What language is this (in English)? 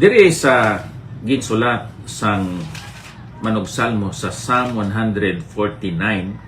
Hiligaynon